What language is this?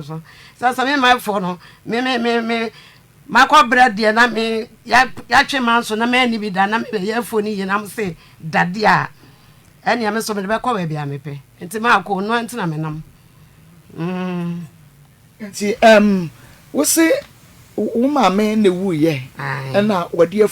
Akan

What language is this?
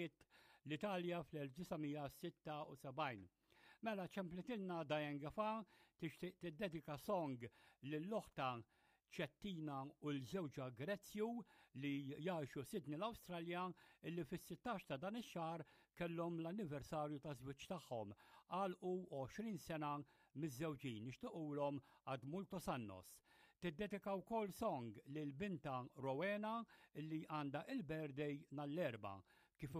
Maltese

